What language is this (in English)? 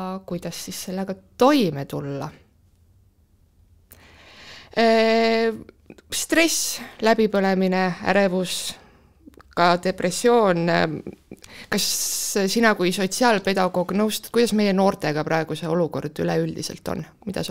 Estonian